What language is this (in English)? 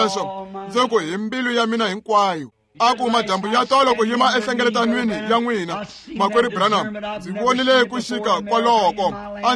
Tsonga